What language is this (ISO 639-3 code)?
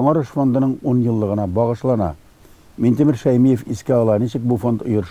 tat